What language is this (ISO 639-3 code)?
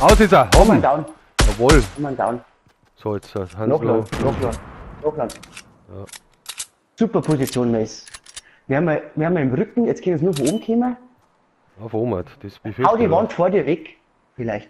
bar